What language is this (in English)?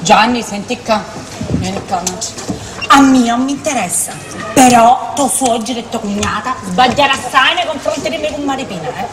Sicilian